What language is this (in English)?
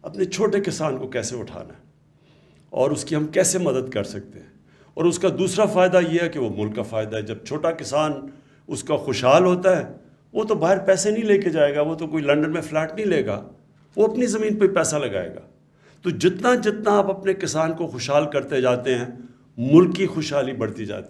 Urdu